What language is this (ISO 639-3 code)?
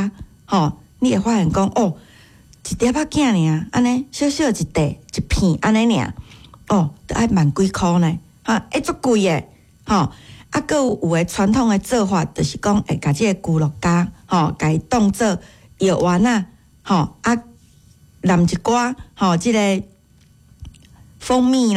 nan